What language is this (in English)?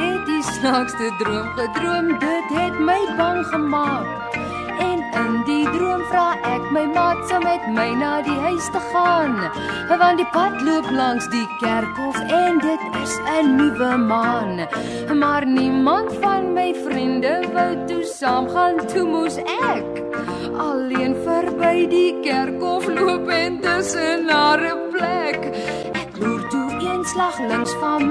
Afrikaans